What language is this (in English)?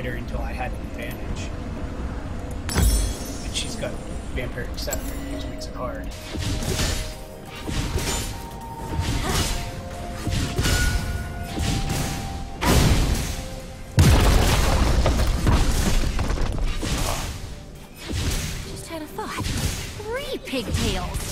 English